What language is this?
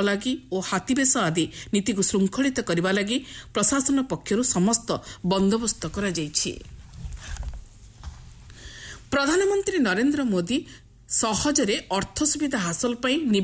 Odia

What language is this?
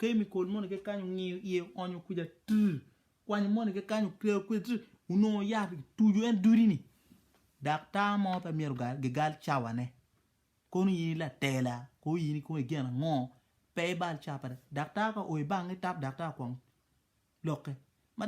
Acoli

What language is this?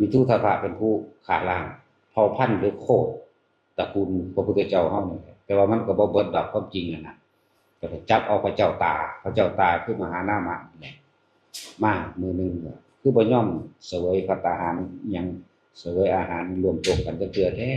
Northeastern Thai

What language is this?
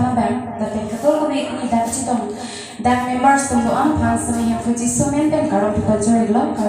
Karbi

